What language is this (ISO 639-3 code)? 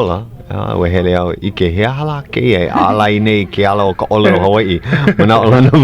haw